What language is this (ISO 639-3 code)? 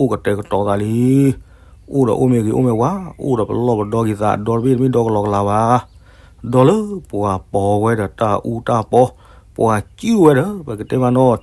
ksw